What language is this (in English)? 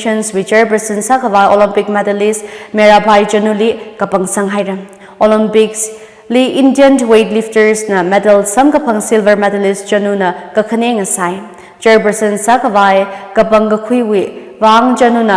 Tangkhul Naga (India)